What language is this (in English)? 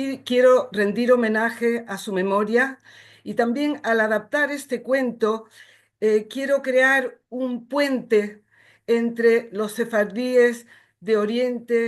Ladino